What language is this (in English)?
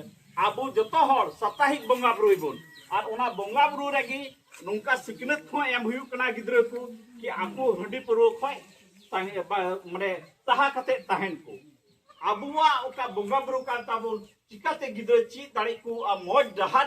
Santali